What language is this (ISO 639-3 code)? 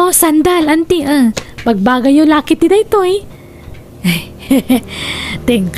ilo